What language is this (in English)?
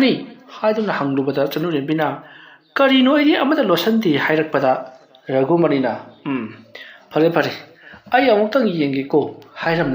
Manipuri